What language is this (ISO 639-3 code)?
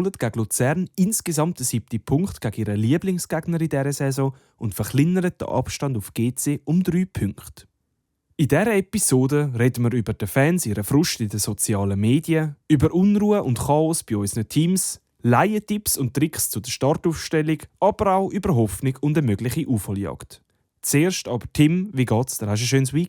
gsw